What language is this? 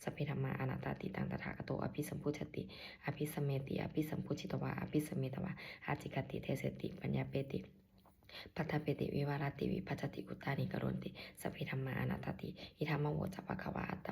Pali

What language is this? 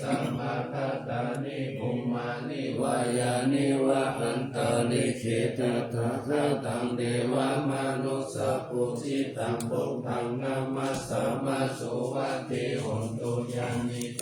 Pali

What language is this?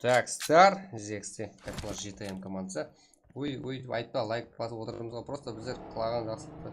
Kara-Kalpak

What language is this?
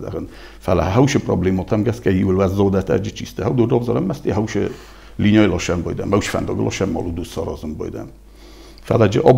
Ossetic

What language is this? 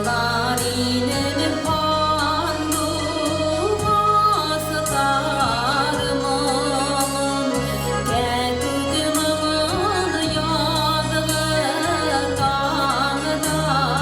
Bashkir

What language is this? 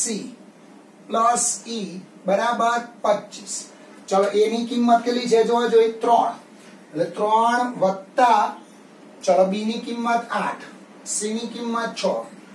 Gujarati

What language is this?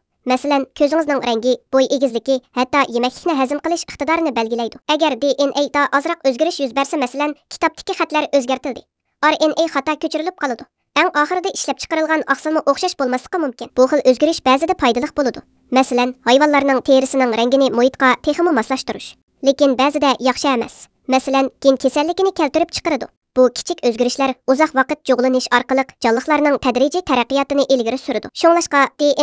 Uyghur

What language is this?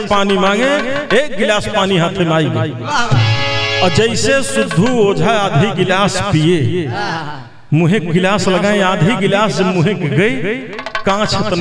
Bhojpuri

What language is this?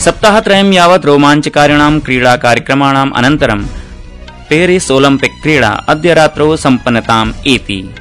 Sanskrit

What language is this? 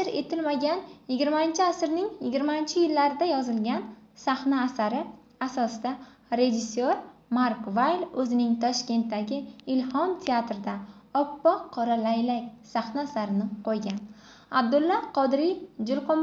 Uzbek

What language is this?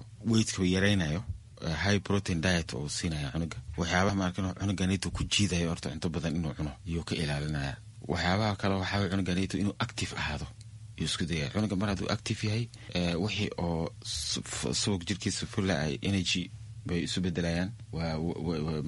Somali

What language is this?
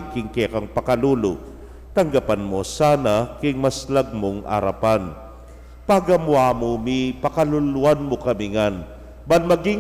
Pampanga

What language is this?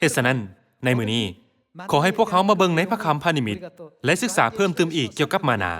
Lao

